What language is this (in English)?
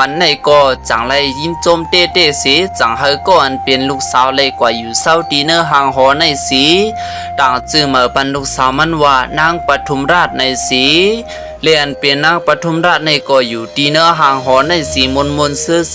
Shan